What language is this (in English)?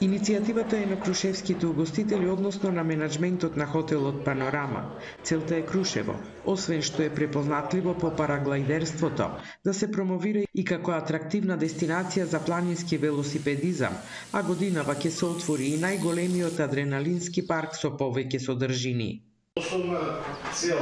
Macedonian